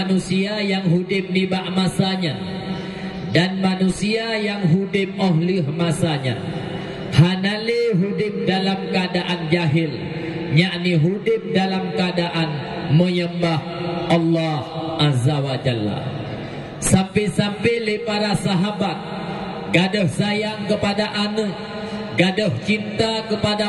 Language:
Achinese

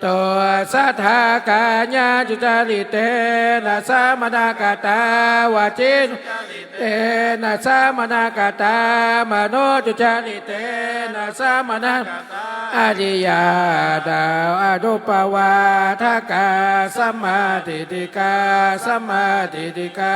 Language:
Pali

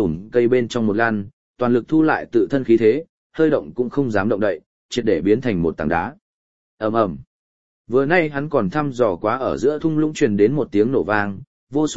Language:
Vietnamese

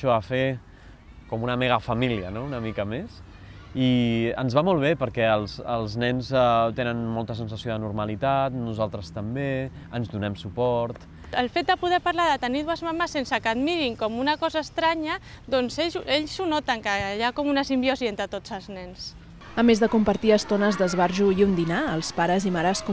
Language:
Catalan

